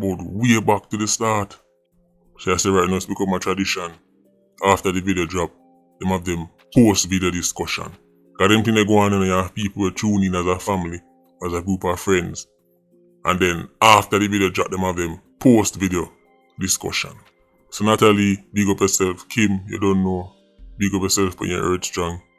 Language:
Jamaican Creole English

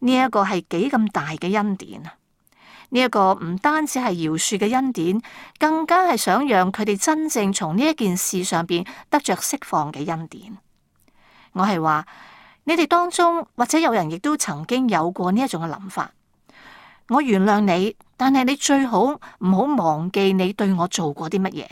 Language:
Cantonese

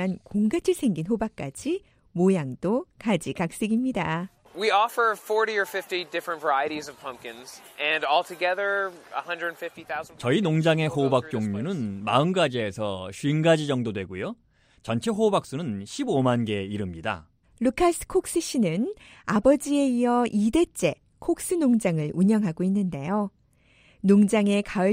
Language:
Korean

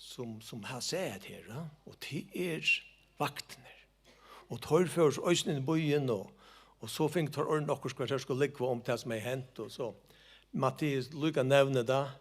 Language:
Faroese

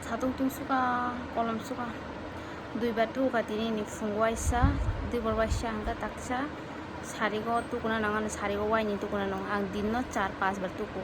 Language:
Kok Borok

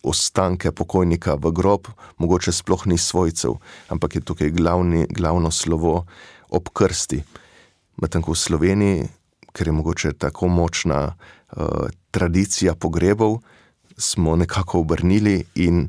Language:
Slovenian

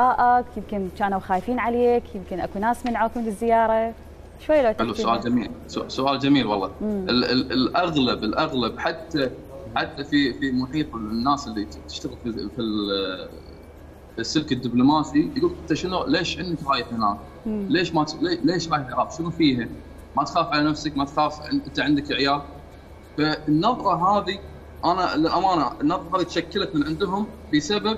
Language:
Mesopotamian Arabic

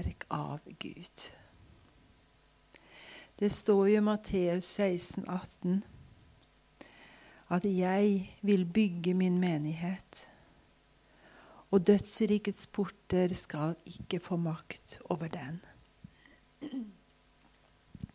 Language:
Norwegian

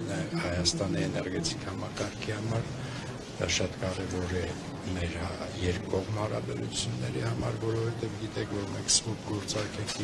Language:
Armenian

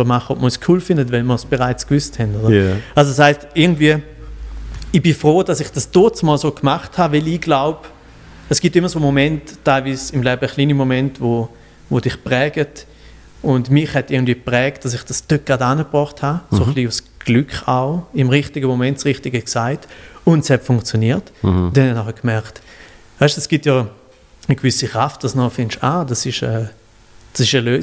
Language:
Swiss German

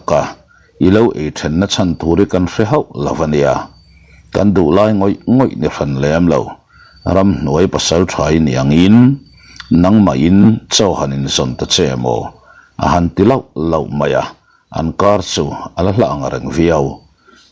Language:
Mizo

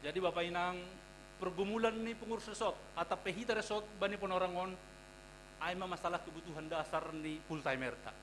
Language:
Batak Simalungun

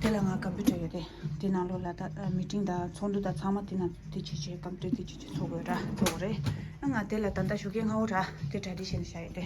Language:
Tibetan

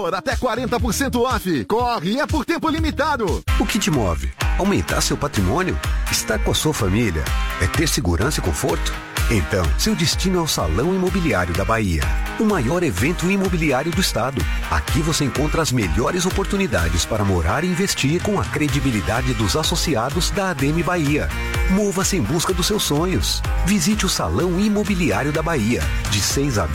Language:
Portuguese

